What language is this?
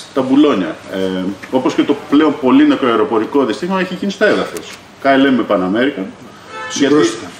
Greek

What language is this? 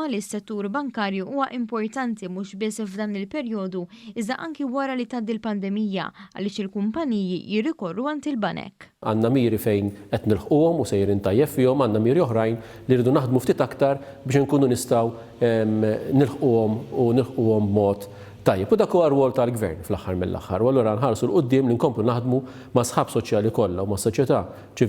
Maltese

